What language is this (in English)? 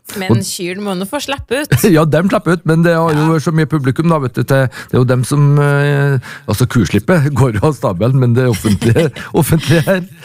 Norwegian